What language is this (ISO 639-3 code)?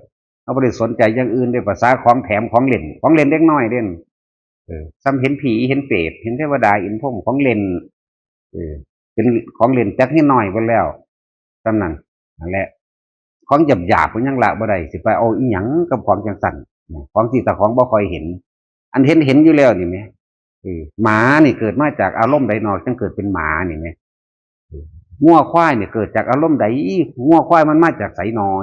tts